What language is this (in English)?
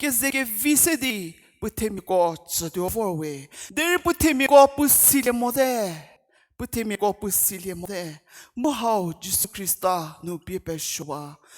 Angami Naga